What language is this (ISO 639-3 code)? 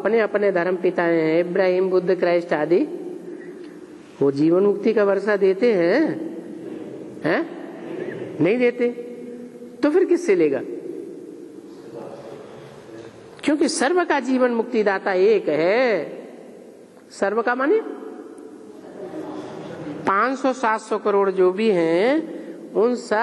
hin